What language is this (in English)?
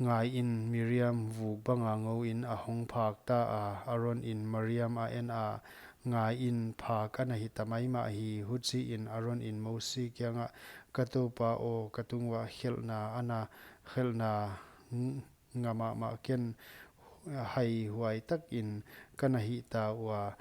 Paite Chin